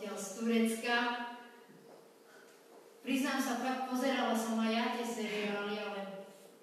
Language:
Slovak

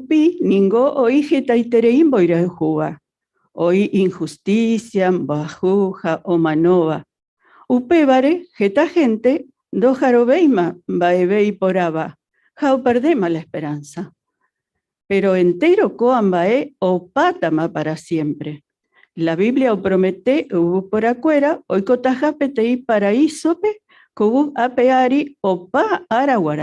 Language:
Guarani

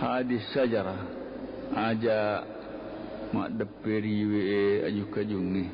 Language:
Buginese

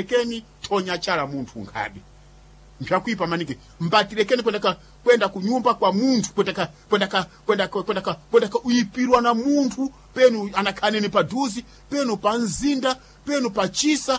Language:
Sena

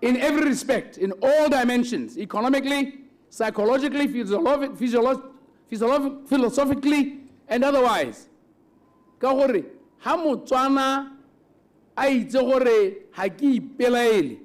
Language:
Tswana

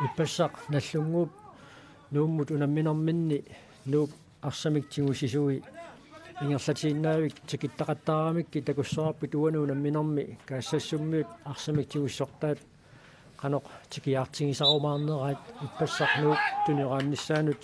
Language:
Kalaallisut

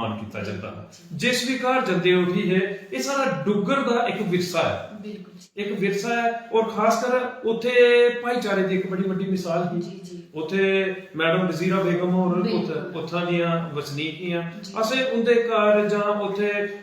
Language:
Dogri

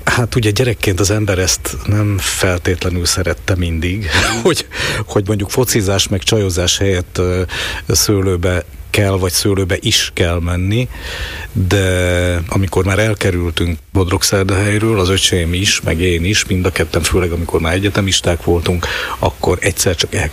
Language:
Hungarian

